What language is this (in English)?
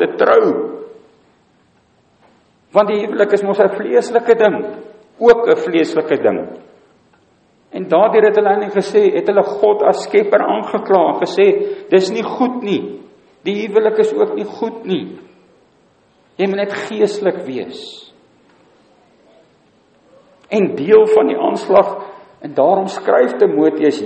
Afrikaans